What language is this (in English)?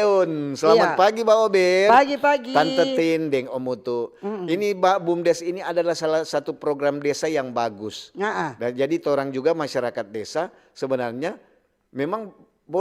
Manado Malay